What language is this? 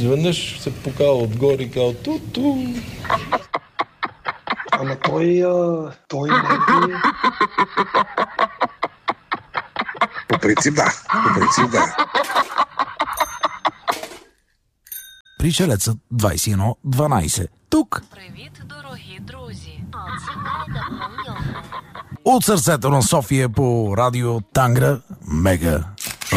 Bulgarian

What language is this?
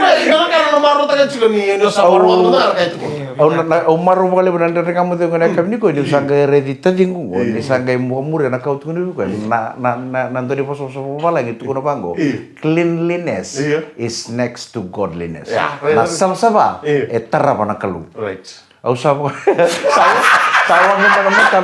Fijian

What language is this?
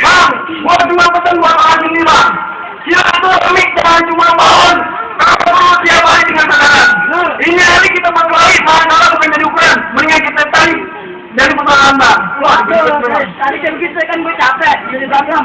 Betawi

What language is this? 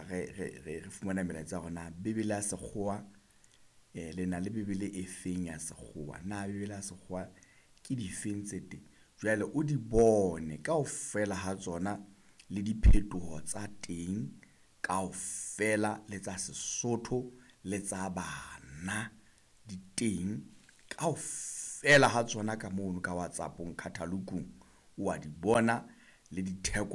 Southern Sotho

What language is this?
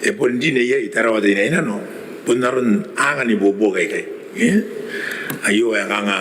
Gilbertese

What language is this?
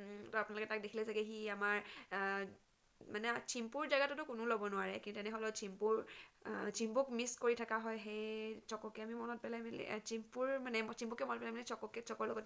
Assamese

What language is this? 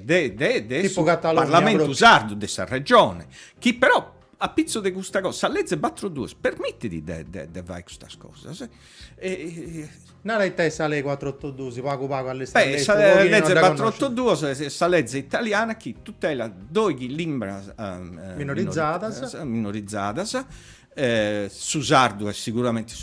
Sardinian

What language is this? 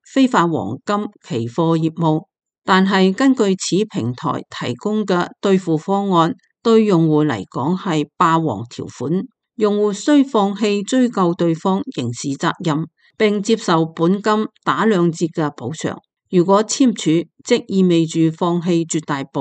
Cantonese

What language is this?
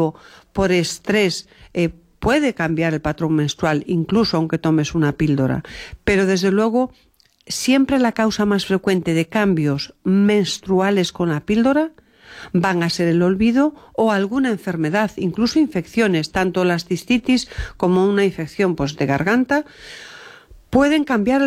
Spanish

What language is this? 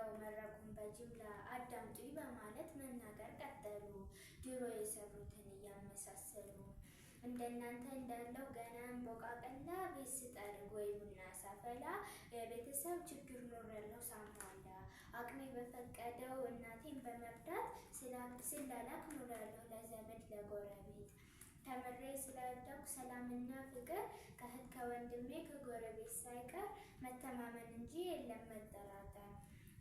Amharic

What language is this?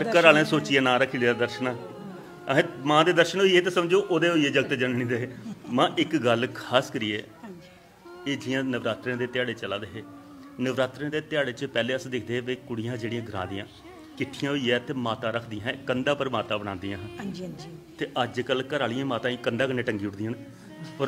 Dogri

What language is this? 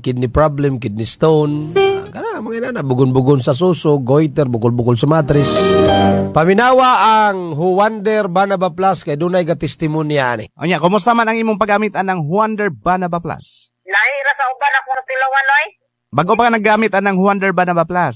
Cebuano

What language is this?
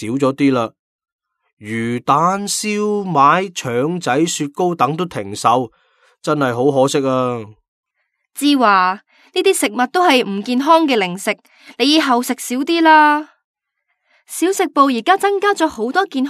Cantonese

